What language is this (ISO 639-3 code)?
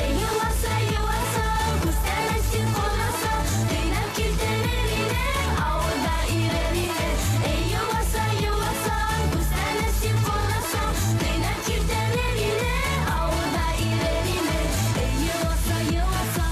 bak